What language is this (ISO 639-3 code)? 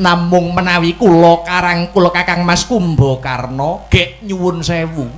jav